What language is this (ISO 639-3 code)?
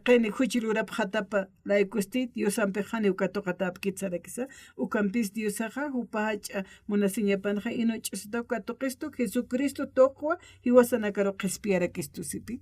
aym